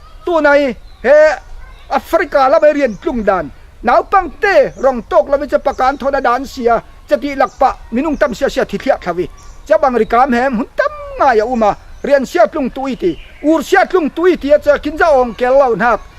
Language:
Falam Chin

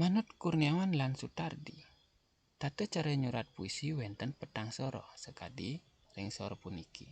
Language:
Balinese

